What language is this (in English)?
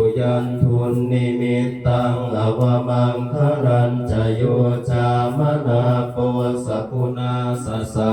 Pali